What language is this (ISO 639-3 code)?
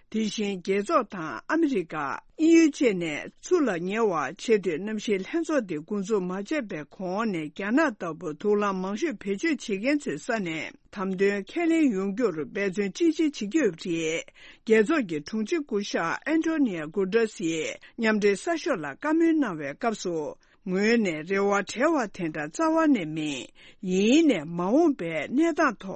bod